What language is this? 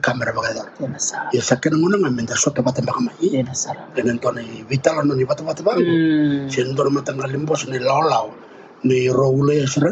Fijian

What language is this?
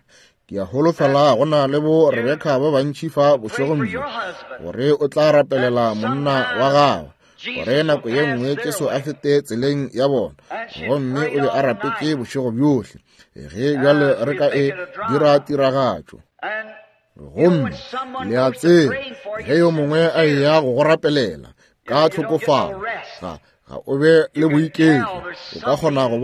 Northern Sotho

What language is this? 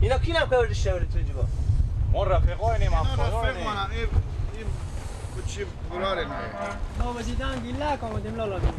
Persian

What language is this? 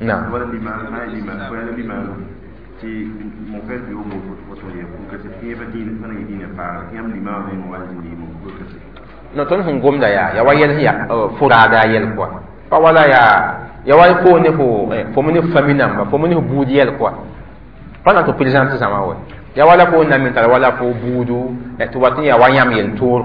Mossi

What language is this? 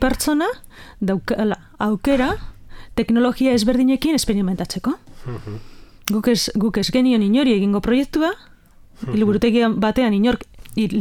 Basque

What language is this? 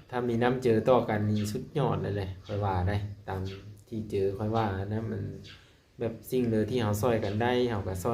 Lao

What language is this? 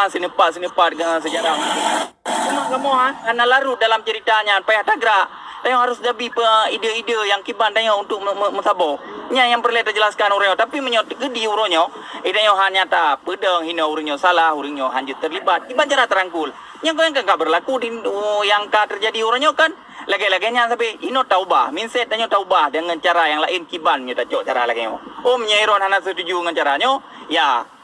Achinese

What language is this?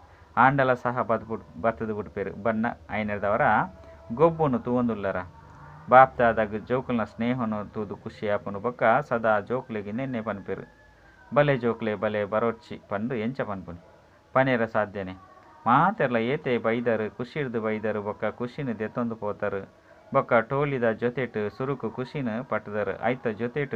Tulu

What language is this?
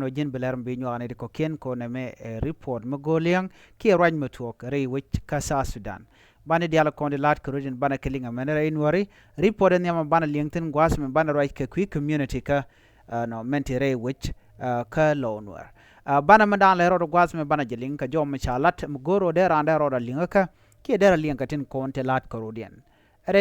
Nuer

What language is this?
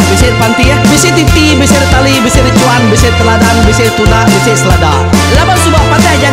Iban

